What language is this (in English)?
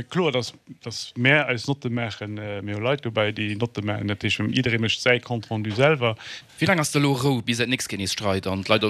Luxembourgish